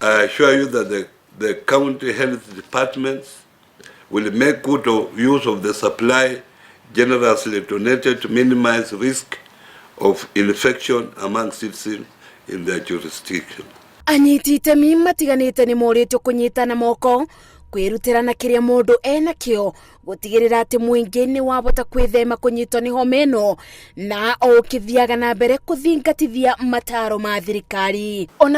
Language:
Kikuyu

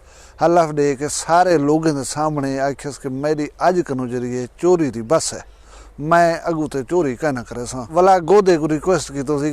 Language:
Saraiki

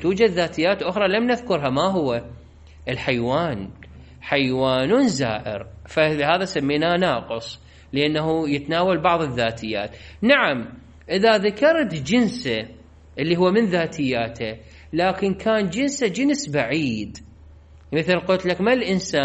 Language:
Mesopotamian Arabic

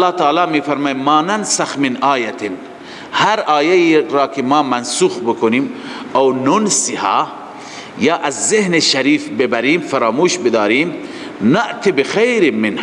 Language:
Persian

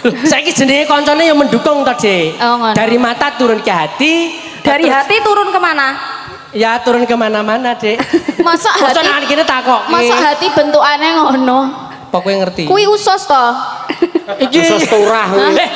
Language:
Javanese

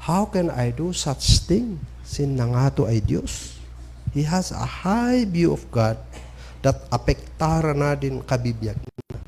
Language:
Kankanaey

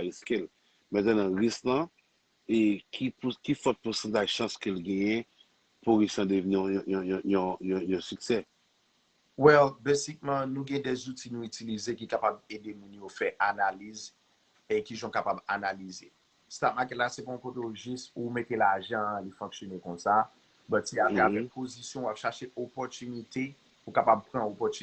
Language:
Haitian Creole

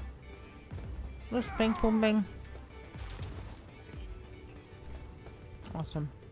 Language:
German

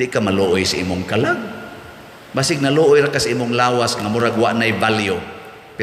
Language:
Cebuano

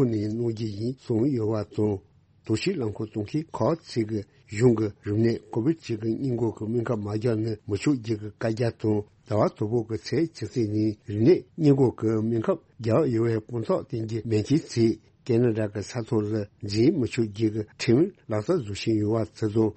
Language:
Tibetan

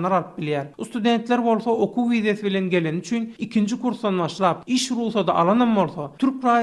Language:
Turkmen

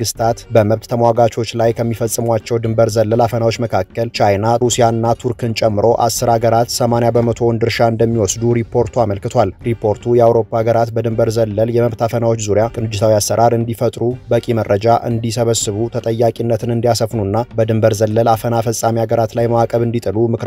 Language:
Amharic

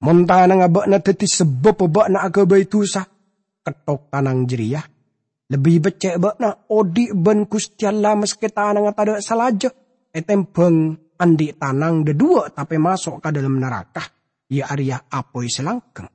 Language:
Madurese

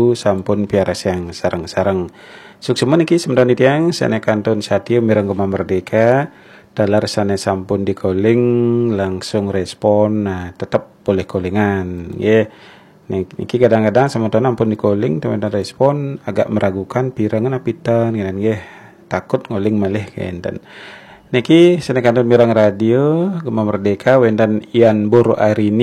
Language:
Balinese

